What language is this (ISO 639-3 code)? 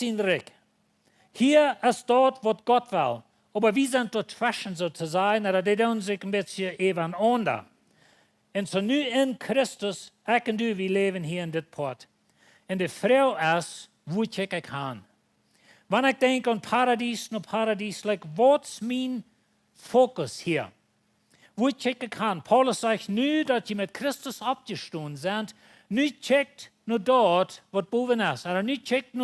pdt